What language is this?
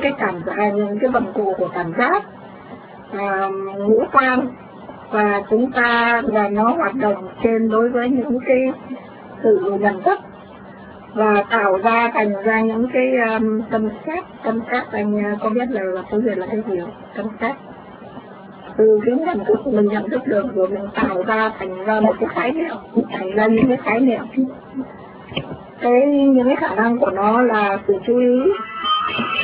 Vietnamese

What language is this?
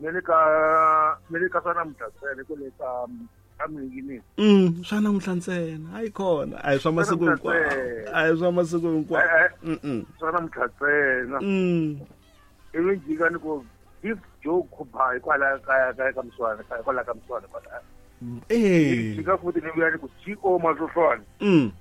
Tsonga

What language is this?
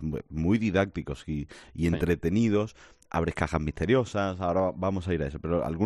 Spanish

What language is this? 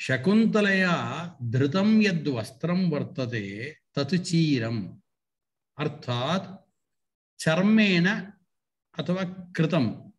Sanskrit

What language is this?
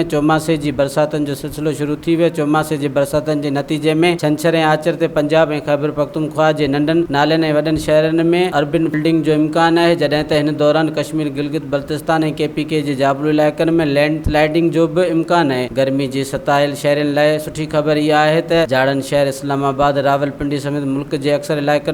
Sindhi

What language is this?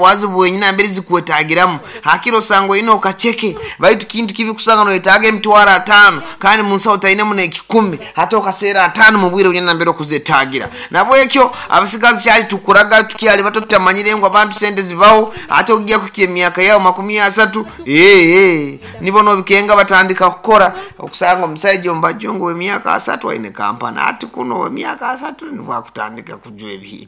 Nyoro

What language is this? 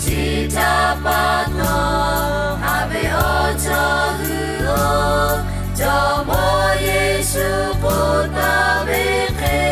Lahu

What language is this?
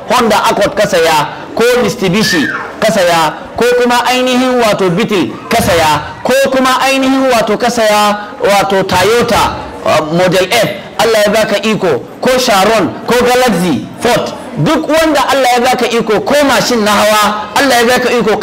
Hausa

